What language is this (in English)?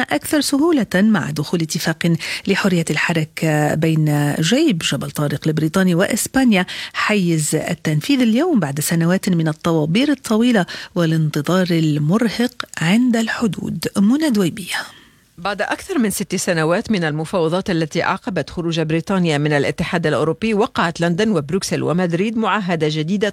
Arabic